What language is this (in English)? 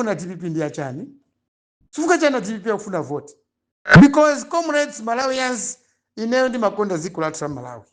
Nyanja